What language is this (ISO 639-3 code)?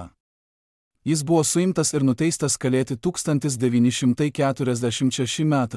lit